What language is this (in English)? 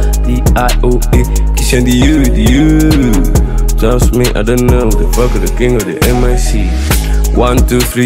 Kinyarwanda